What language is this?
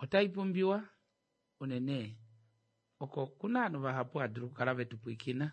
Kuanyama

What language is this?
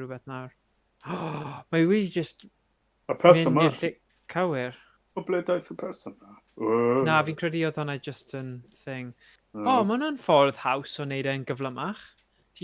Welsh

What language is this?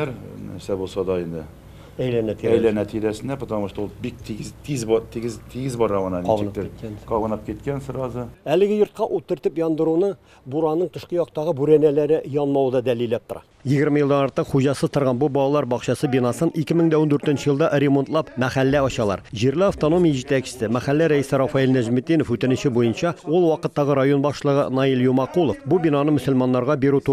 Tatar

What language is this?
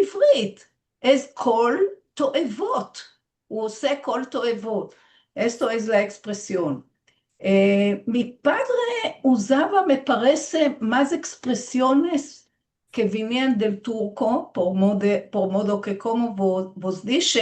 Ladino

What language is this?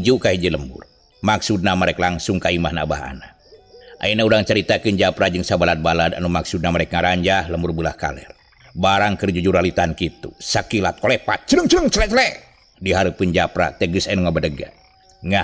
Sundanese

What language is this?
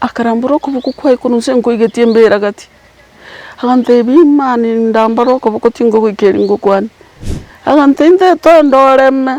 Gusii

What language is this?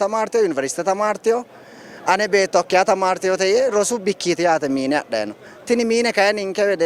Sidamo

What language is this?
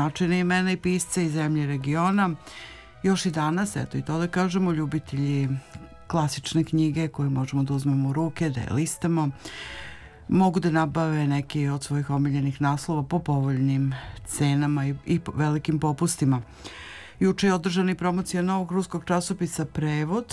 Serbian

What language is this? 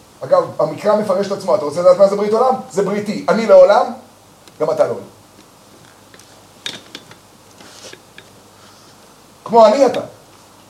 Hebrew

